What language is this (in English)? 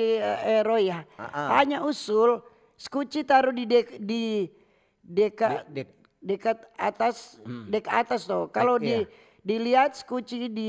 Manado Malay